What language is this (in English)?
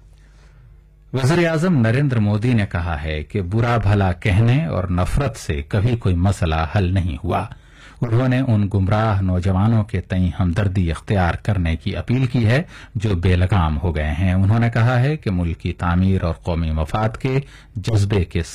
Urdu